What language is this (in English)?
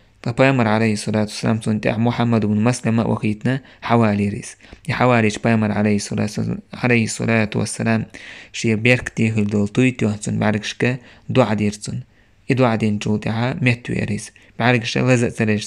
Chechen